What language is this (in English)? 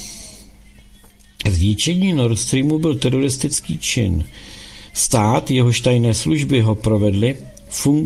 Czech